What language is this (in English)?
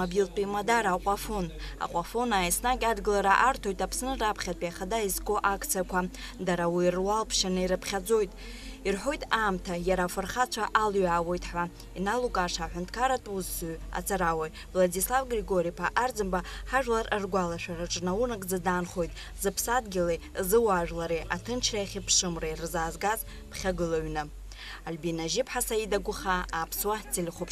Abkhazian